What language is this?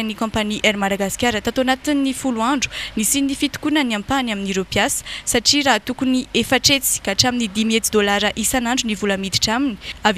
Malagasy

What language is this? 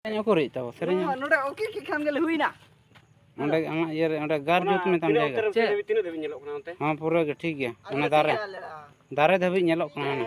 Santali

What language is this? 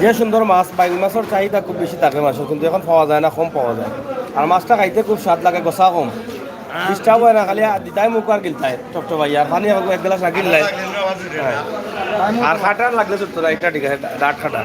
Sylheti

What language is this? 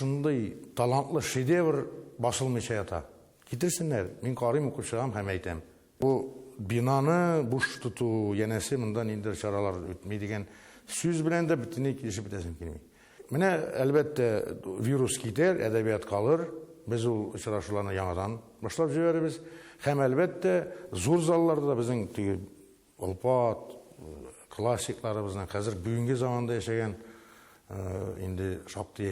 Tatar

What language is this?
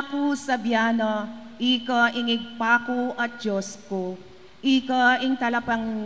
Pampanga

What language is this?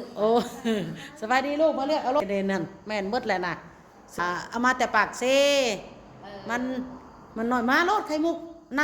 Northeastern Thai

